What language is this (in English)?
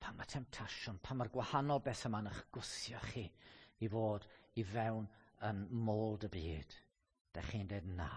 Welsh